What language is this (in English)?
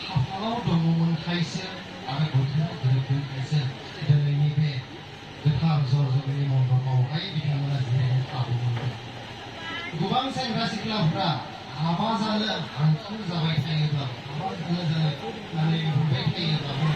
Bodo